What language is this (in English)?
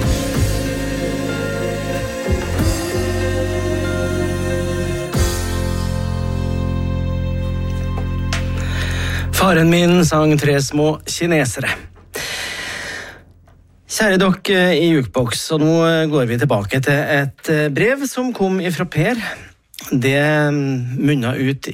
Norwegian